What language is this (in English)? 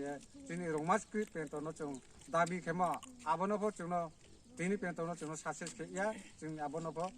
Kok Borok